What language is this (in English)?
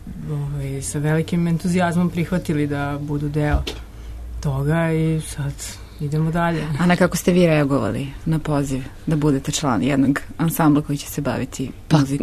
Serbian